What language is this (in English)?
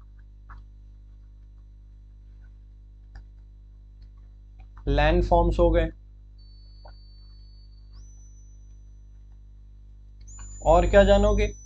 Hindi